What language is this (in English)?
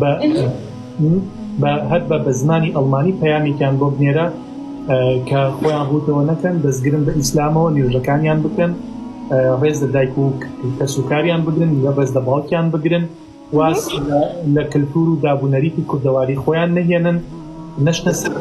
Central Kurdish